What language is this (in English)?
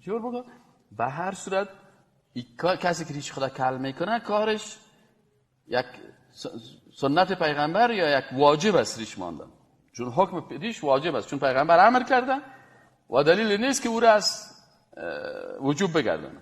Persian